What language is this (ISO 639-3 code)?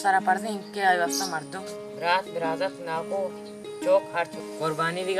bal